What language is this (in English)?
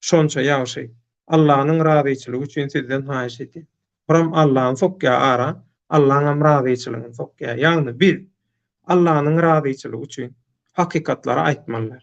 Turkmen